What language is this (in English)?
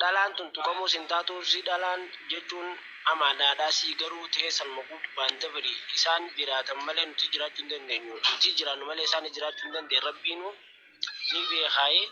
Oromo